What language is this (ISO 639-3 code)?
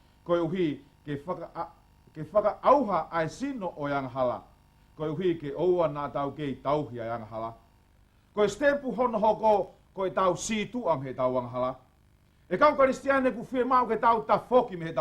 ton